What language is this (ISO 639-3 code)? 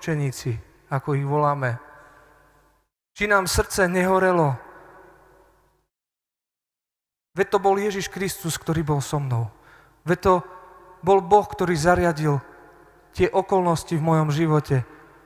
slk